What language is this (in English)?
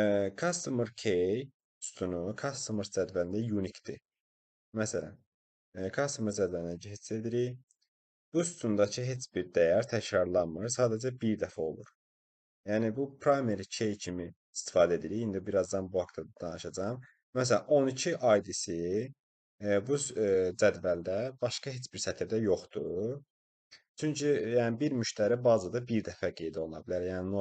Azerbaijani